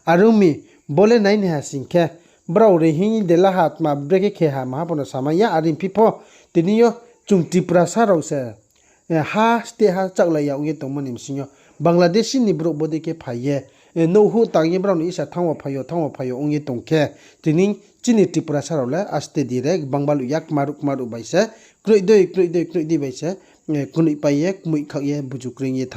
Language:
Riang (India)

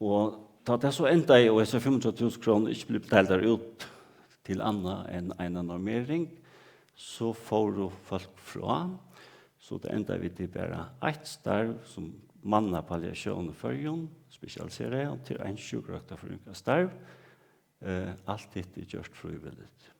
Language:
Faroese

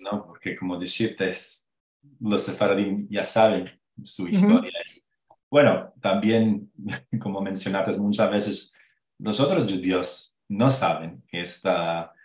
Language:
Ladino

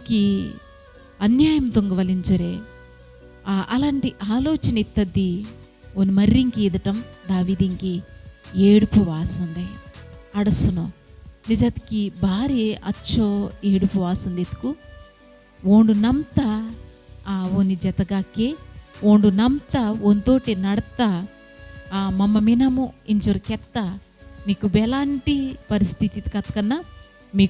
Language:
Koya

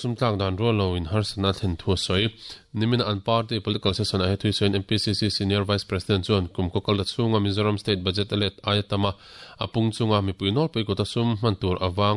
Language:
Mizo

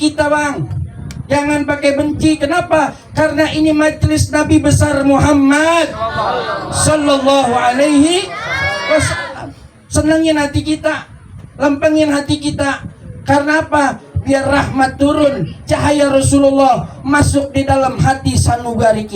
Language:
Betawi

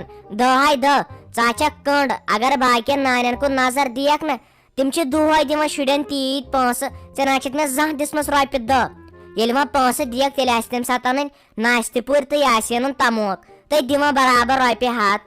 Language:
Kashmiri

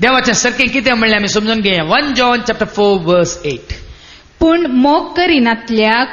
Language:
Konkani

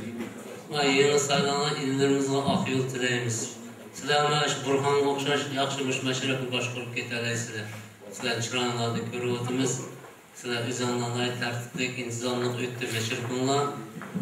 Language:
Uyghur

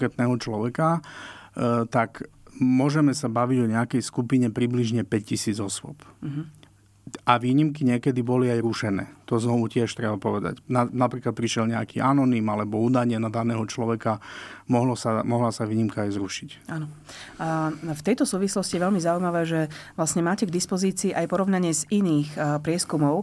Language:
Slovak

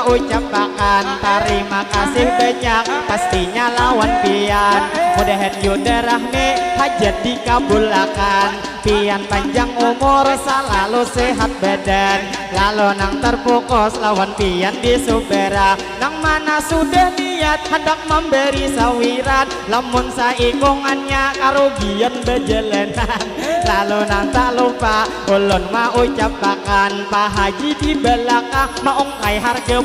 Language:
Banjar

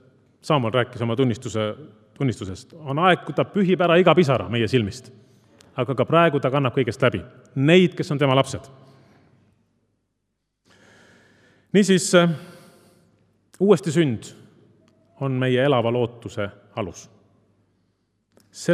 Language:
Estonian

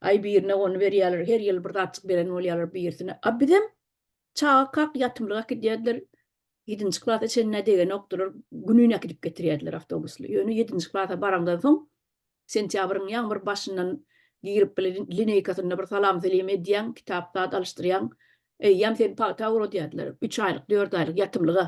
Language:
Turkmen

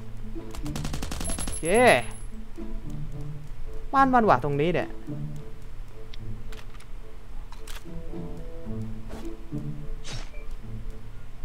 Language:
Thai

